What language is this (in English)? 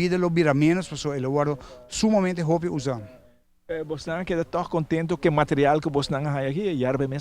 Papiamento